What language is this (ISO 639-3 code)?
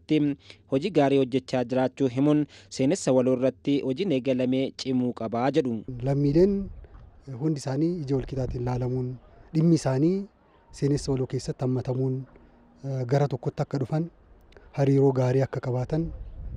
orm